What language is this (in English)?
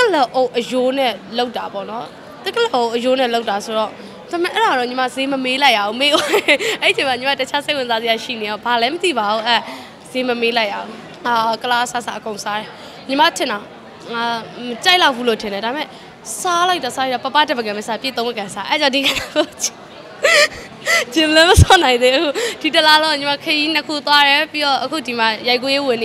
Burmese